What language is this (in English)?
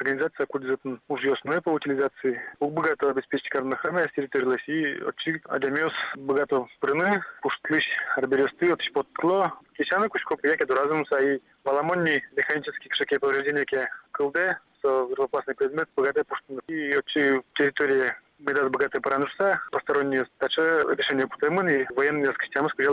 Udmurt